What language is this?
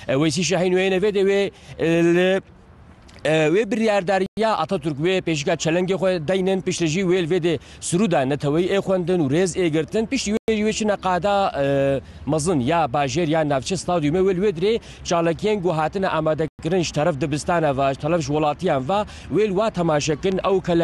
Kurdish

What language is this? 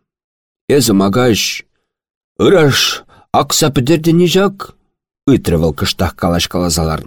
Chuvash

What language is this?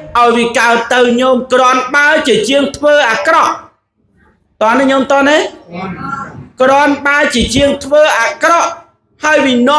Khmer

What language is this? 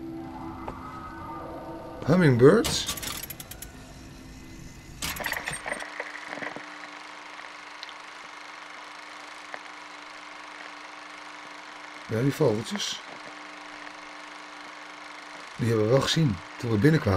Dutch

